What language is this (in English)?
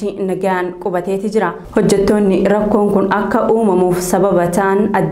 Oromo